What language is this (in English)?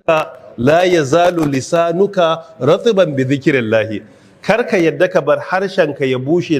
Hausa